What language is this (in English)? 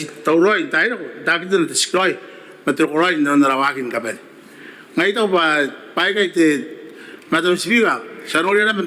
Gilbertese